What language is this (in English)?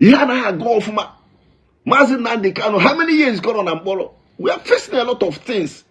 Igbo